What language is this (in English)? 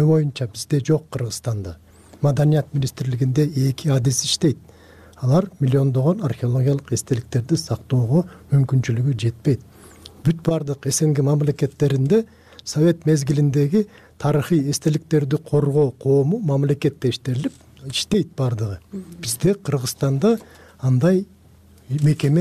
Kyrgyz